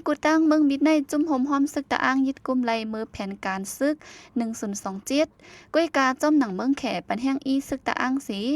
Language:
Shan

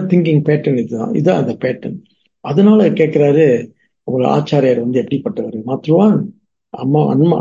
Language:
Tamil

